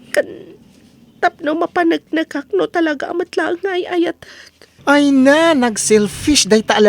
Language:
Iloko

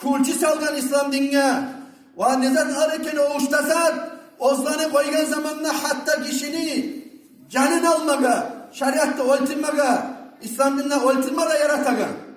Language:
Kumyk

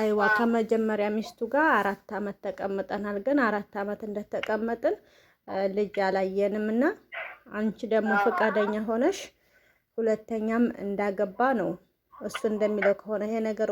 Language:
Amharic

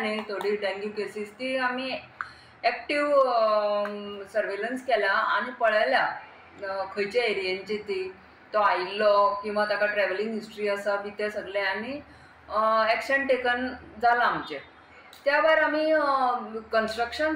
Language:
Konkani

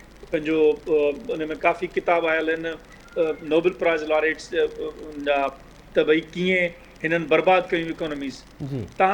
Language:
Sindhi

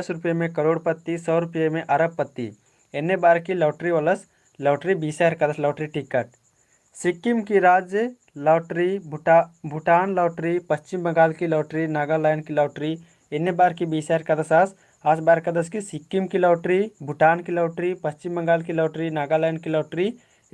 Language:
Kurukh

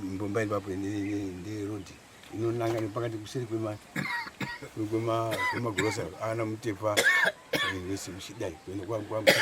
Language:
Shona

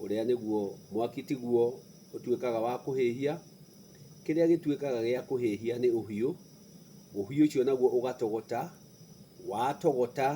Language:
Kikuyu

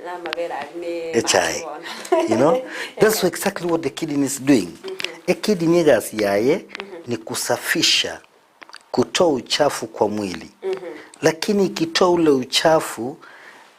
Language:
Gusii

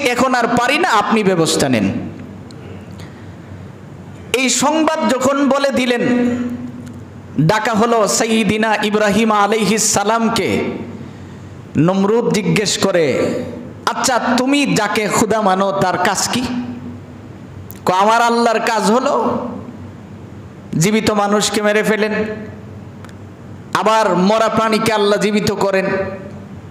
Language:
Bangla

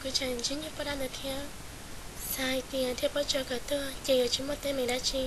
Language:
Hmong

